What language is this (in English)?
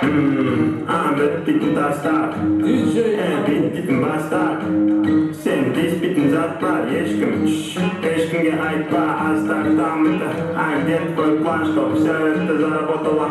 Kara-Kalpak